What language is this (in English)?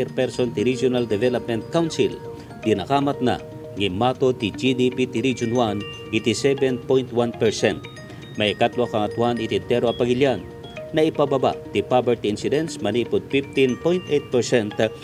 Iloko